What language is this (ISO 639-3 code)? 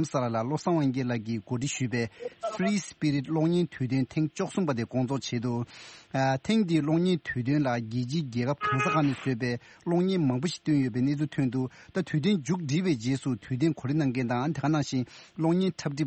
bod